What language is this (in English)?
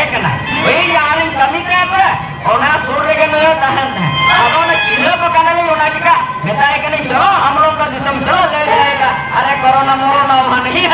Santali